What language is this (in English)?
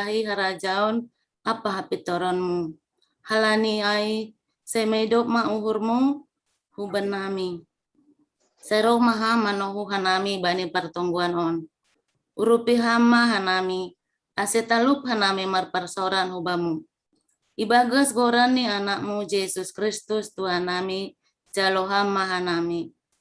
Batak Simalungun